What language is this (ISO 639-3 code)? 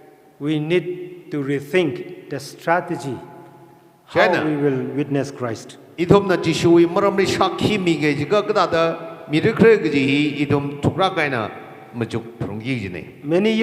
nmf